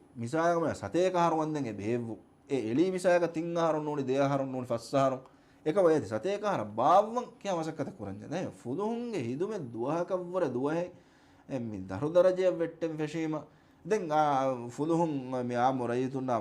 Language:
Divehi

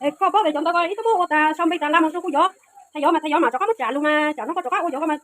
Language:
Hmong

